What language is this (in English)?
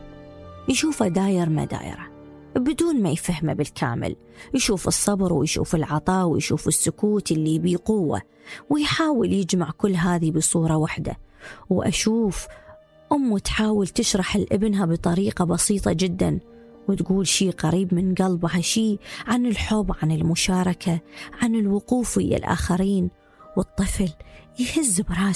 Mesopotamian Arabic